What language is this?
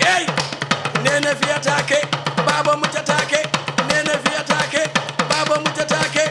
Fula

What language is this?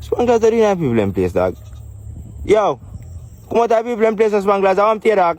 Jamaican Creole English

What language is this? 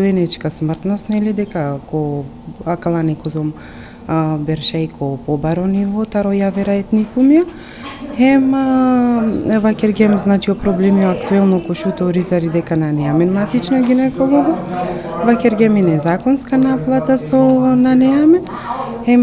Macedonian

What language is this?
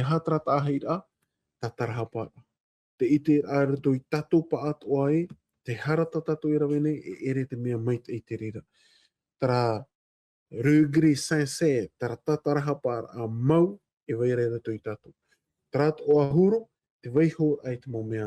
Tahitian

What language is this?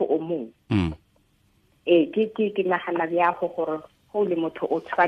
Tswana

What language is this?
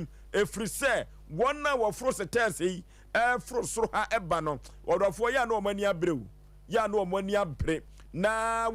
Akan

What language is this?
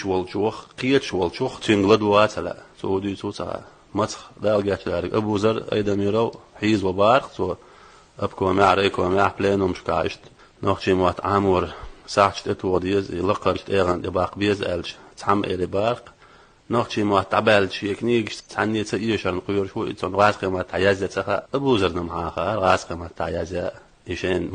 Chechen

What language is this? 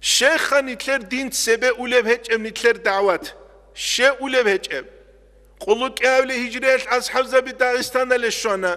Avaric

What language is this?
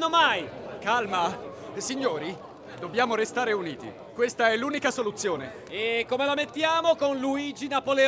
Italian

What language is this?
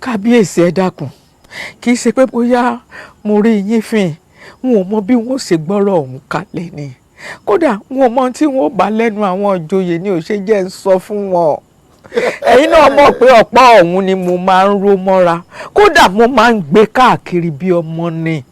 Yoruba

